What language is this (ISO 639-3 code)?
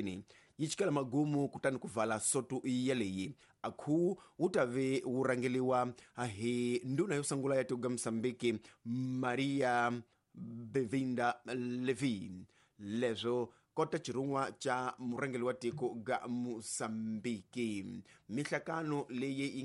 tso